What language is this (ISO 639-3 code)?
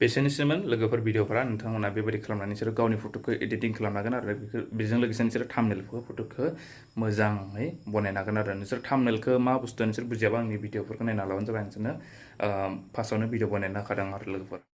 brx